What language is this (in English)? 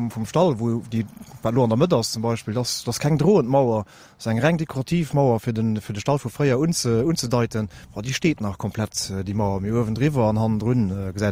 Luxembourgish